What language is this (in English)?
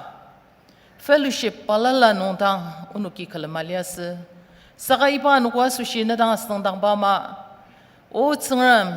Ao Naga